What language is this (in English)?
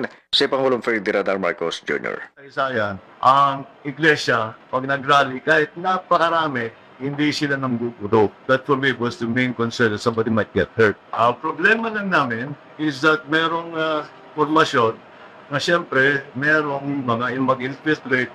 Filipino